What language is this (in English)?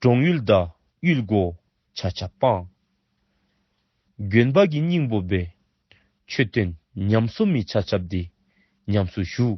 Dzongkha